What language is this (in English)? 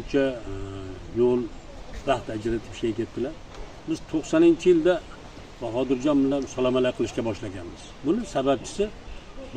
Uzbek